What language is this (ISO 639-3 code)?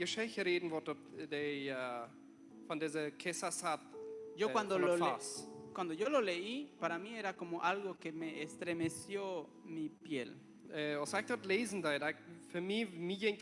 pdt